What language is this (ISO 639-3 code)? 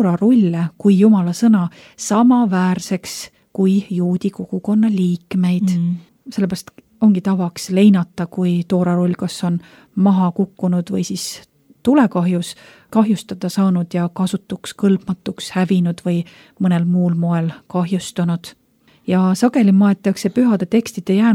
est